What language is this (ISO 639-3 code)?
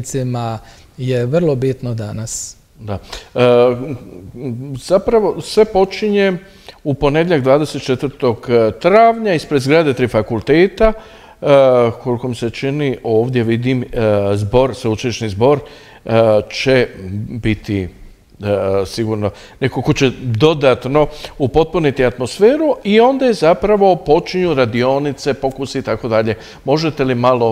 hrv